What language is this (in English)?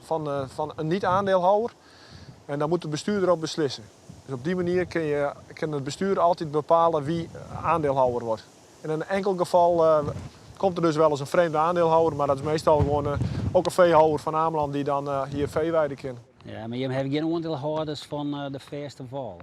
Western Frisian